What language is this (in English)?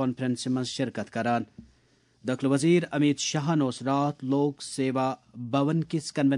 Kashmiri